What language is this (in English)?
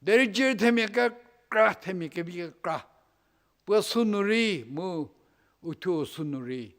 Angami Naga